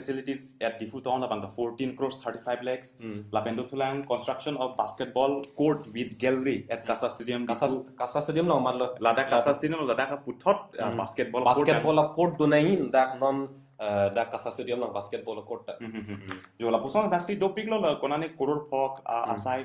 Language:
Karbi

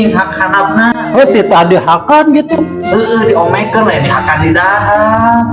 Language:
Sundanese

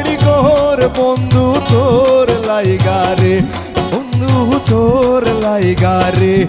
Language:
Sylheti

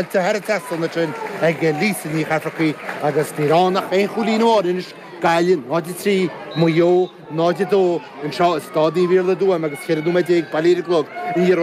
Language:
Irish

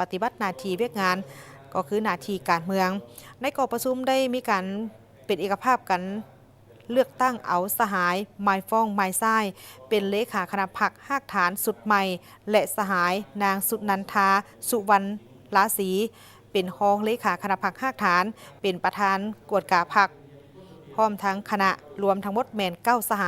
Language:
Lao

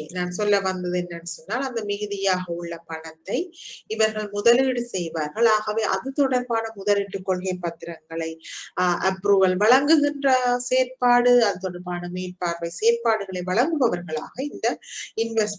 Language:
Tamil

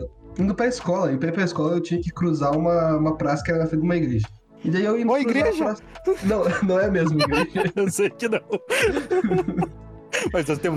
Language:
Portuguese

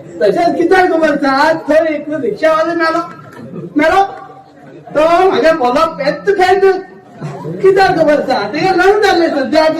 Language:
Konkani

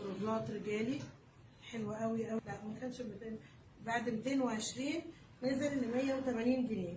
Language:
Egyptian Arabic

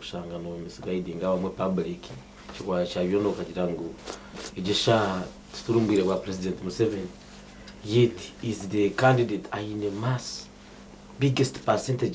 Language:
Nyankole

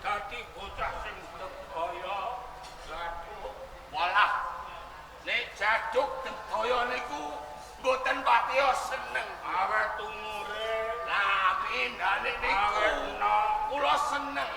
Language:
Javanese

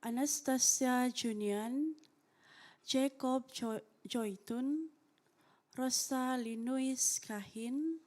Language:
Central Dusun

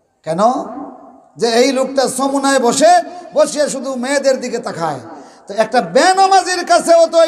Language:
Sylheti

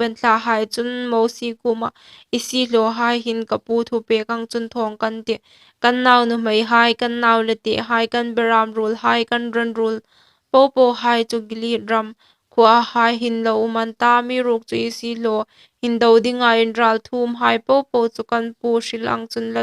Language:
Hmar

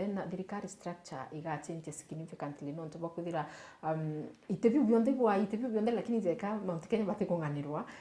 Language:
Meru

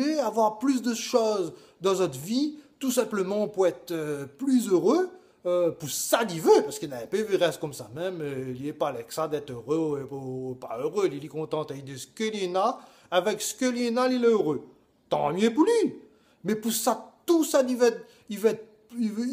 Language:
Réunion Creole French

